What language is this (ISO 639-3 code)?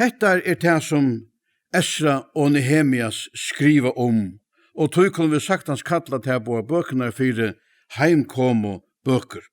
fao